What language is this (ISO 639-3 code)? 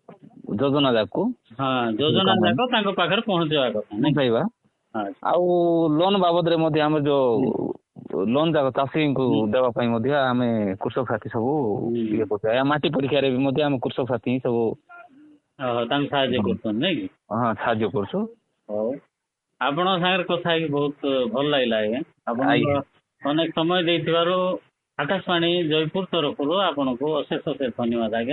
ori